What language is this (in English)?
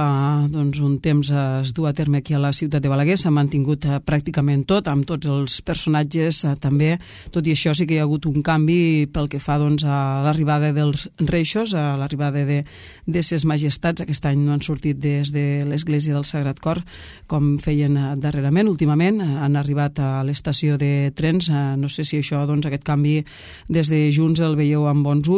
Catalan